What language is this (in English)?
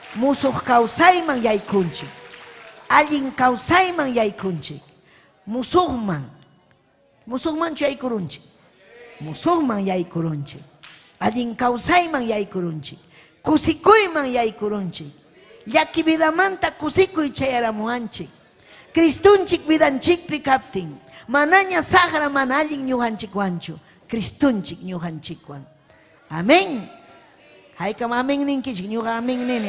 Ayacucho Quechua